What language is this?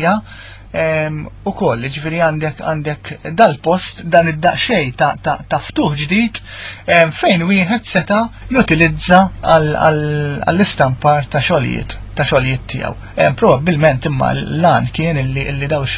Maltese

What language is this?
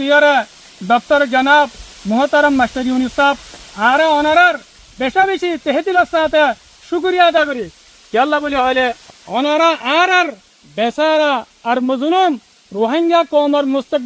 Rohingya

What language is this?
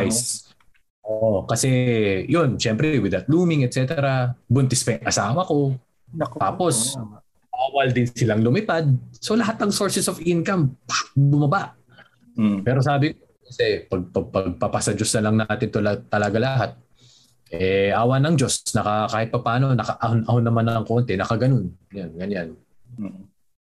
Filipino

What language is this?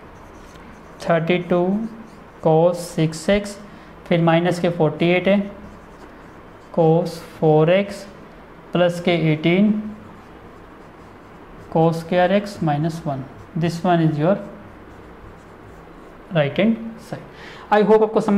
Hindi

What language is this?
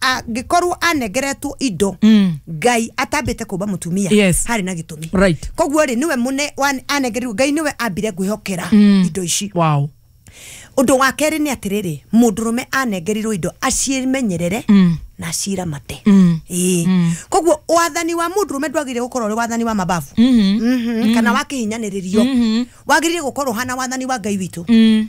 Kikuyu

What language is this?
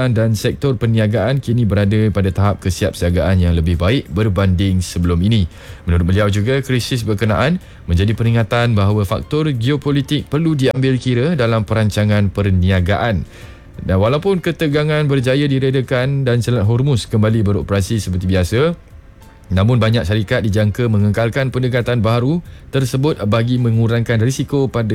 Malay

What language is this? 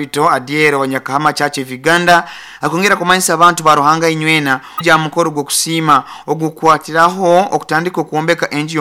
Nyankole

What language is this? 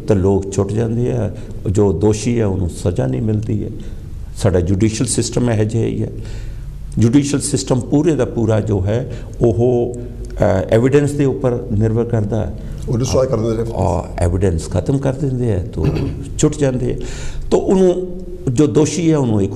Punjabi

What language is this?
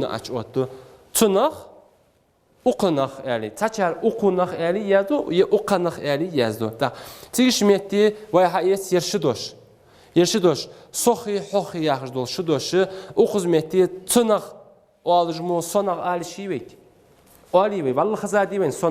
Ingush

